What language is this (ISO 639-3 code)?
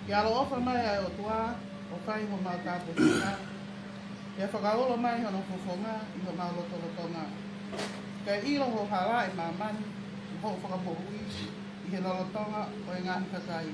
ton